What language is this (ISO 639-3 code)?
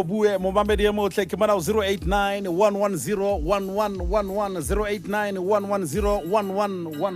sot